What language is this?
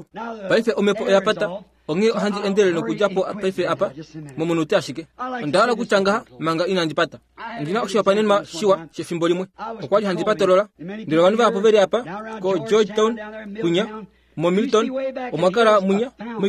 Kuanyama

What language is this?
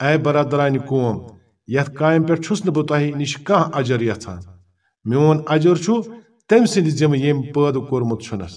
Kashmiri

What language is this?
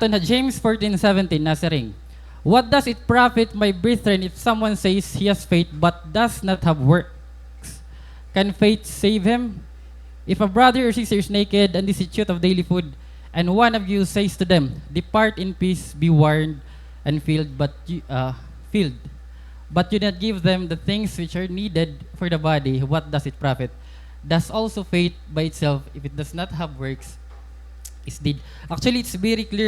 Waray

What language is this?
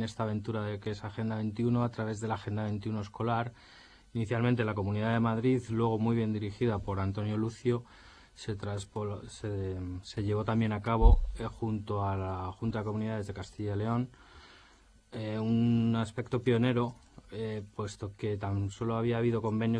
Spanish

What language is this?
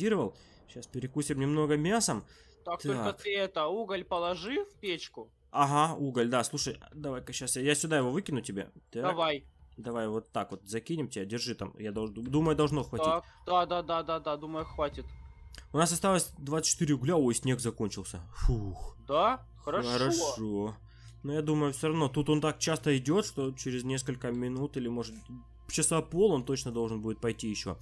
Russian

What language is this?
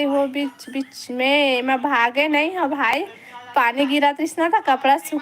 Chhattisgarhi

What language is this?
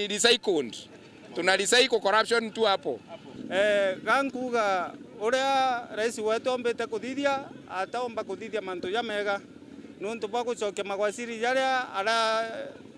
Meru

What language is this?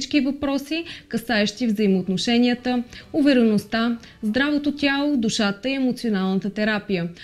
Bulgarian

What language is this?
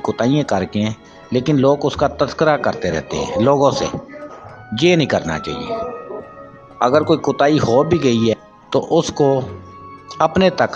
Urdu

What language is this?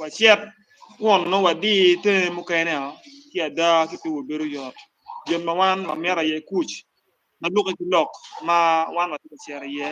Acoli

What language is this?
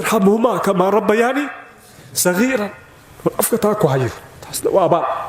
Somali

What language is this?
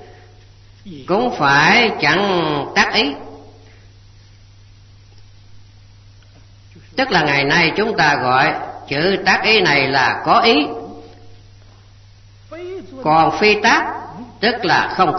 Vietnamese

